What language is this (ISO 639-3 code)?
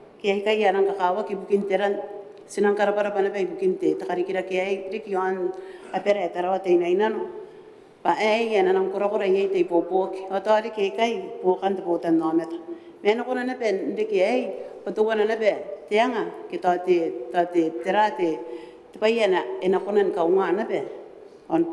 gil